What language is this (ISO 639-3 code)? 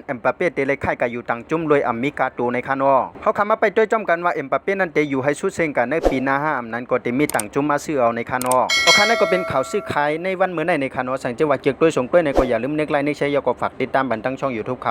shn